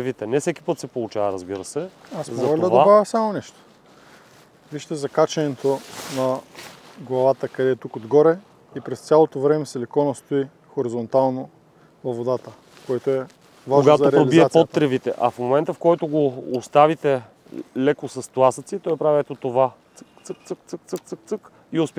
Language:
Bulgarian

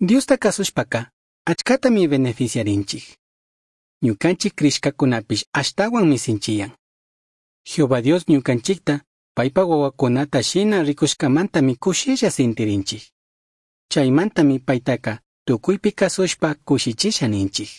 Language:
Chimborazo Highland Quichua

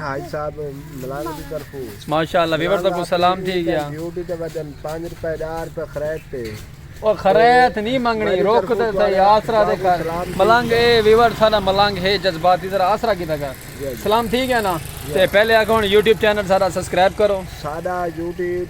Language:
Saraiki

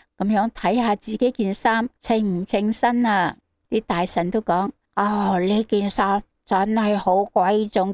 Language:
Cantonese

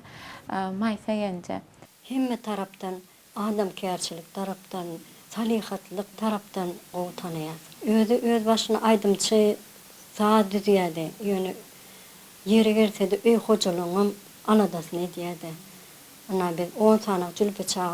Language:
Turkmen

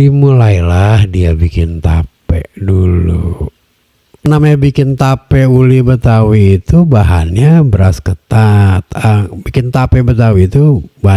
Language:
Betawi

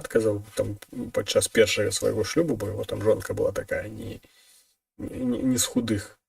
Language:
Belarusian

